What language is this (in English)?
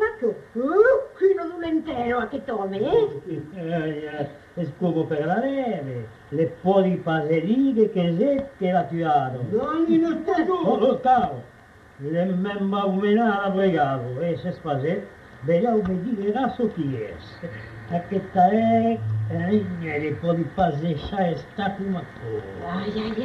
Occitan